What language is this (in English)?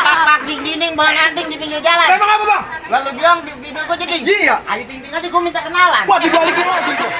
Betawi